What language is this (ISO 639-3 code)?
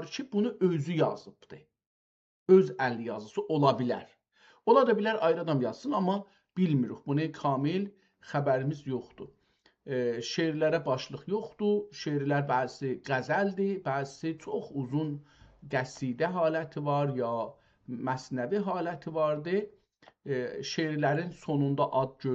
azb